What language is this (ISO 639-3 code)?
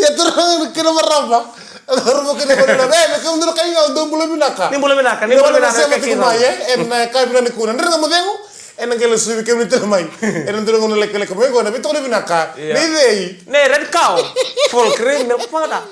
fij